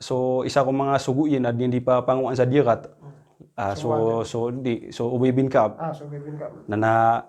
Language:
Maranao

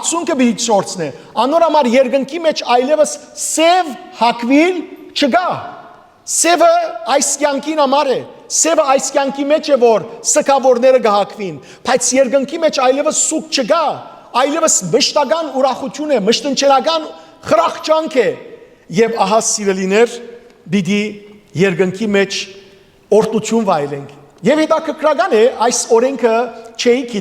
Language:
Western Armenian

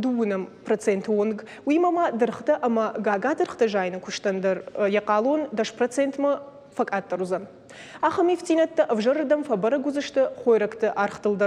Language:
Ossetic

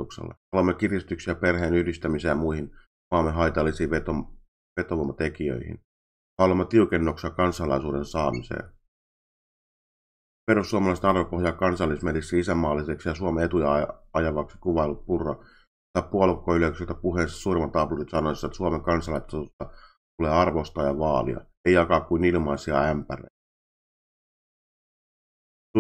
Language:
Finnish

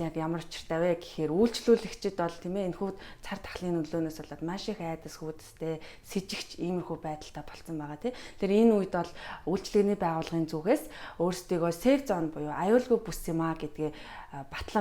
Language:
Mongolian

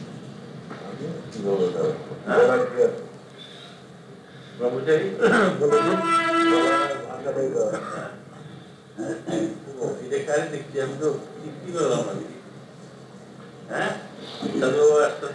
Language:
Bangla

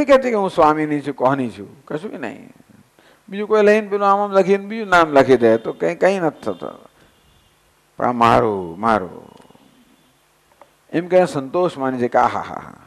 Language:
Gujarati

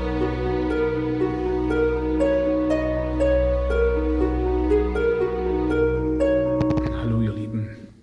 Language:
German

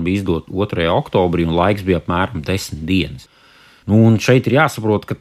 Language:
Latvian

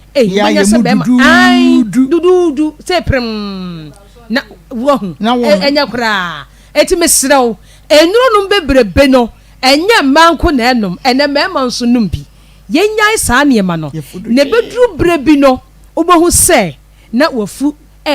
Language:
Akan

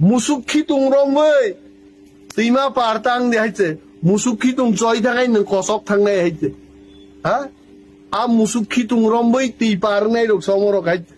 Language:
Kok Borok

